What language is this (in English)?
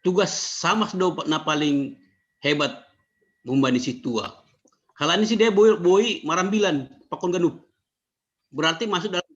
Batak Simalungun